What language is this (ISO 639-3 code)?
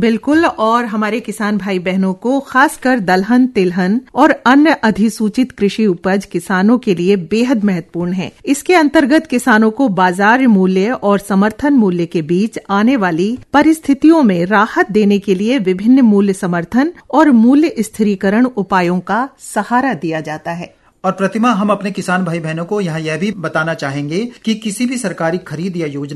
hin